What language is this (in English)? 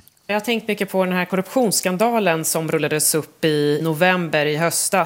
Swedish